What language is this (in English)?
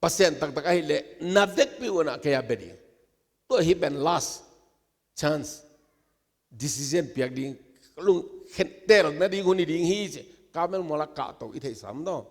Tedim Chin